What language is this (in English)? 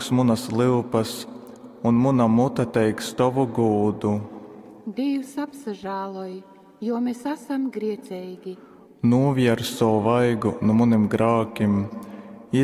Latgalian